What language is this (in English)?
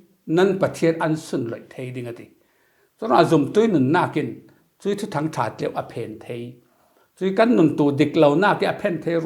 Falam Chin